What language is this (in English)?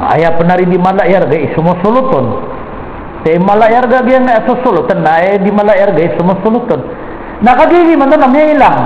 Maranao